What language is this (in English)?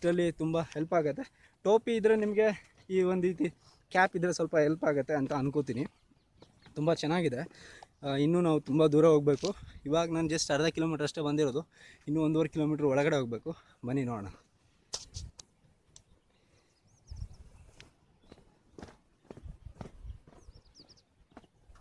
Kannada